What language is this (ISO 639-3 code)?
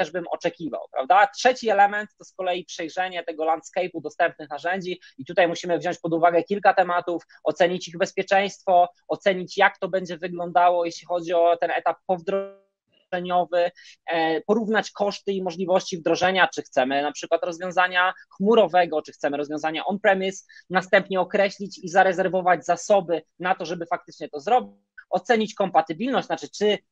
pol